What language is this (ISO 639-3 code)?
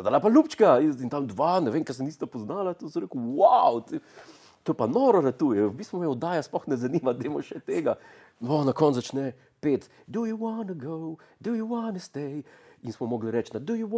slv